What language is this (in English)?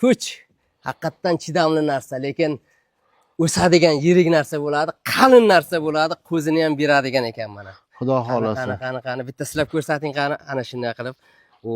Uzbek